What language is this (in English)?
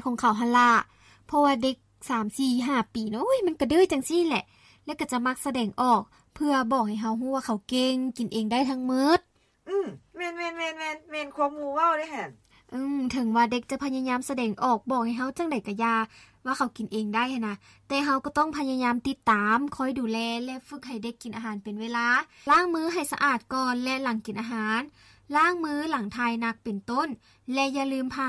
Lao